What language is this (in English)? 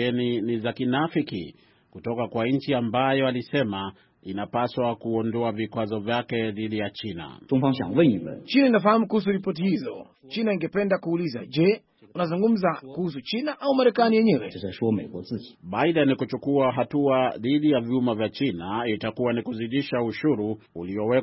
Swahili